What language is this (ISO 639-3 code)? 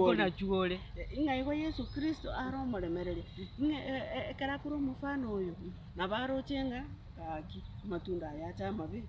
guz